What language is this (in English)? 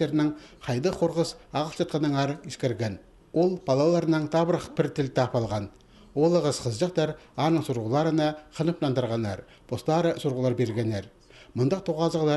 Khakas